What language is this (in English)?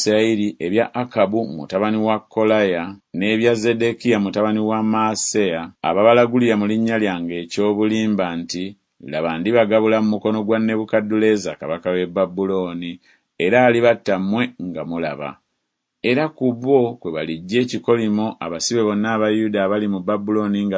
Ganda